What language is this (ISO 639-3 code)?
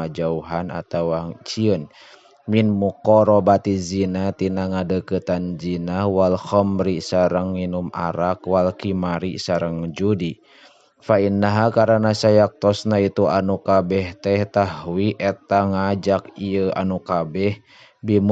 sun